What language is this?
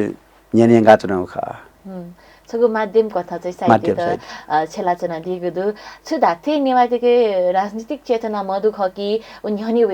Newari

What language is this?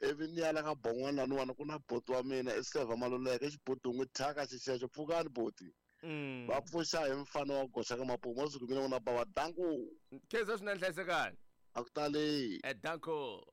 Tsonga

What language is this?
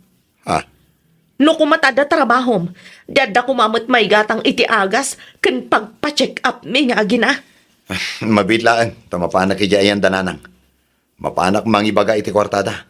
Iloko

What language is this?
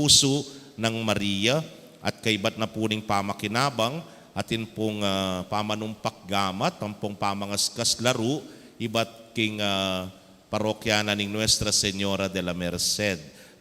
Pampanga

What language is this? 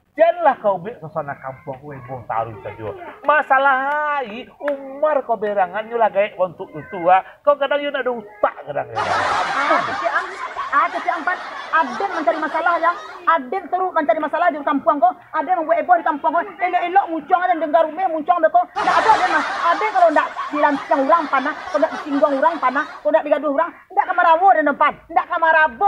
Minangkabau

